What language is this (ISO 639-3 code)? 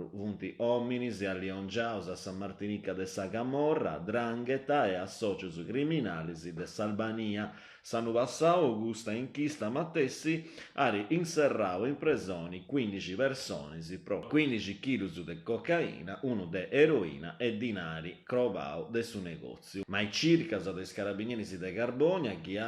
srd